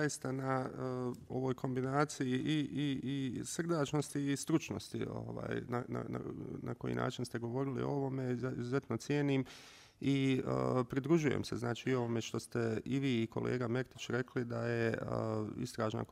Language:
Bosnian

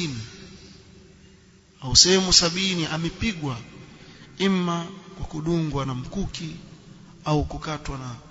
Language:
Swahili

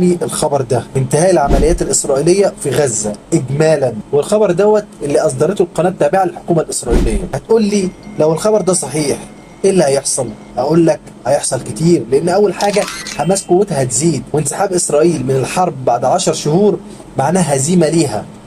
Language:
Egyptian Arabic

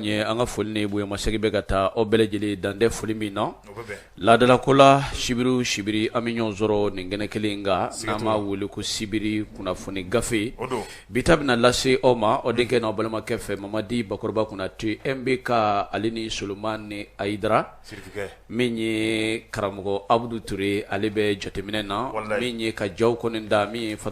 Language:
Bambara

